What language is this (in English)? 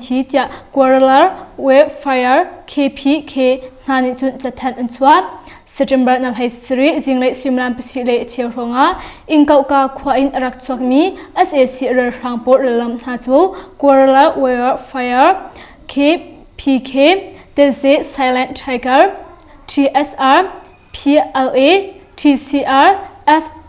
Hakha Chin